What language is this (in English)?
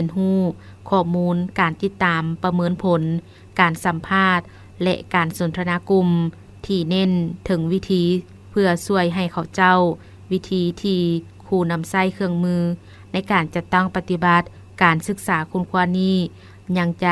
Lao